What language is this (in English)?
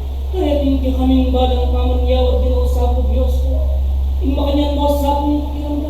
Pampanga